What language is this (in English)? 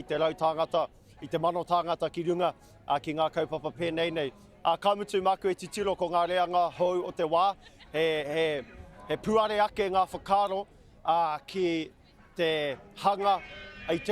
Māori